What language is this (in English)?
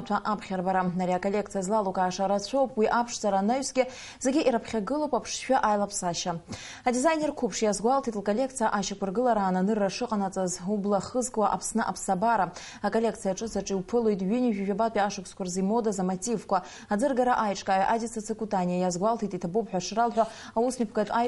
Abkhazian